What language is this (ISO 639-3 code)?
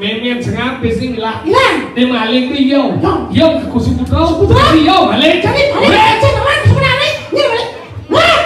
ban